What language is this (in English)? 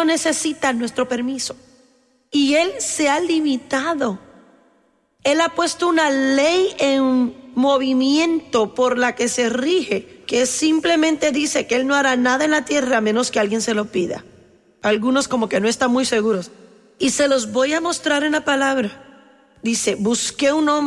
Spanish